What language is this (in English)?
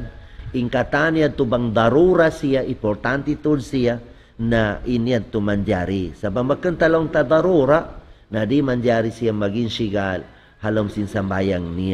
Tausug